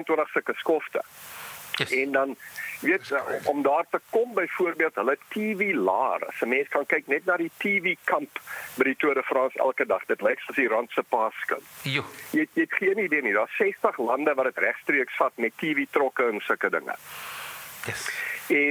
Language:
Afrikaans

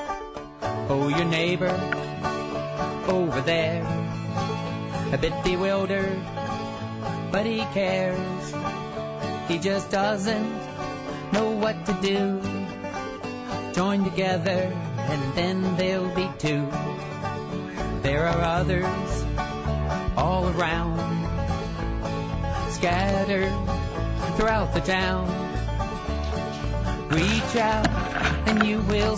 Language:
English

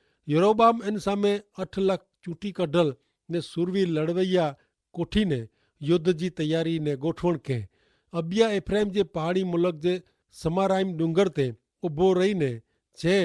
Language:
Kachhi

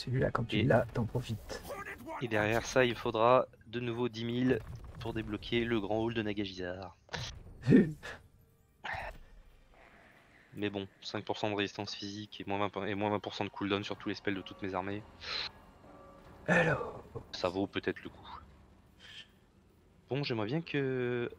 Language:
French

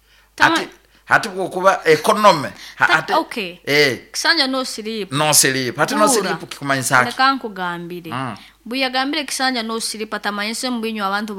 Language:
Nyoro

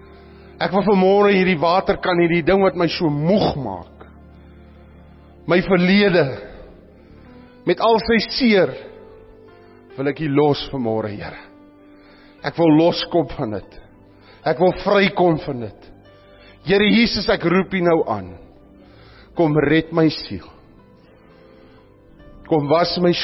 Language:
Afrikaans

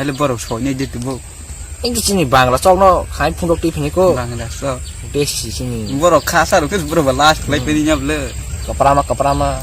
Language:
Kok Borok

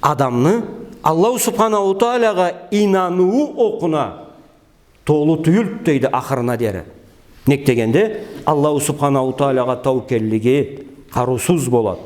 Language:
Karachay-Balkar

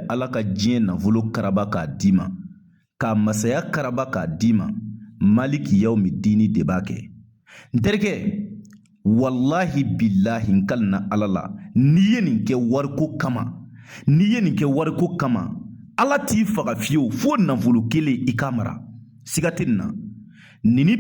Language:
Bambara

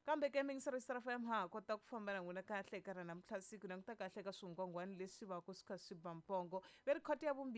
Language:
Tsonga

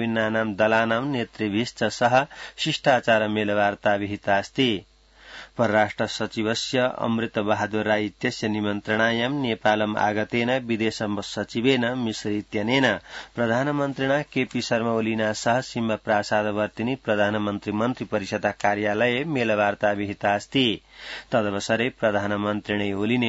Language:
Sanskrit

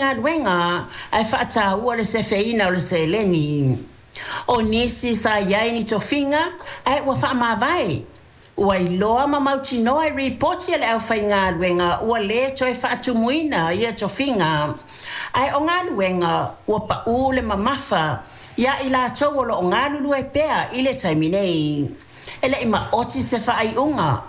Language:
Samoan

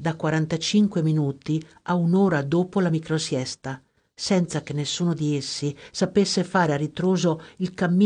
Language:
Italian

